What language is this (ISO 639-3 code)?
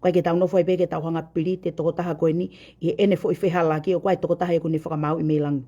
ton